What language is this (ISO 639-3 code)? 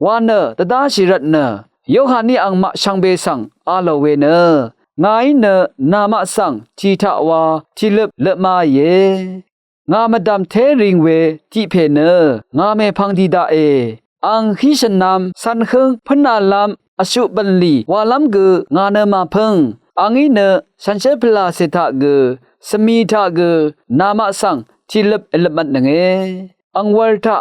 raw